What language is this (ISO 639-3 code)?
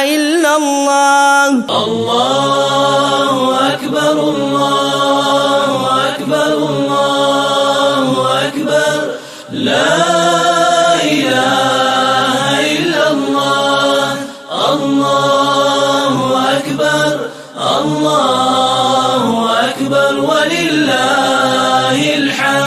ara